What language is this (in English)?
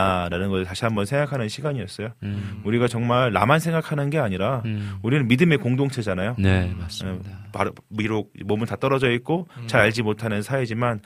Korean